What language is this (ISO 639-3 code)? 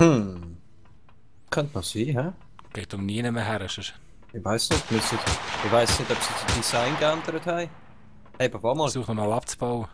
gsw